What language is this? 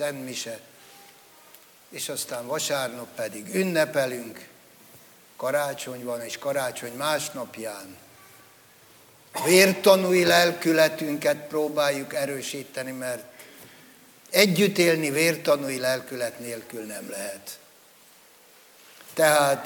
Hungarian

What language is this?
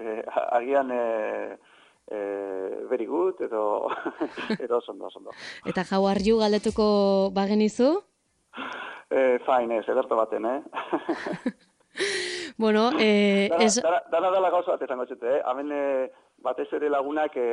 Basque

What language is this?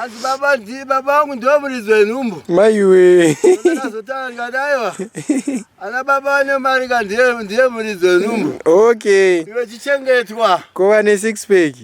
Shona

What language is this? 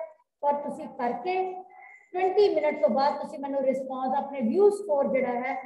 Punjabi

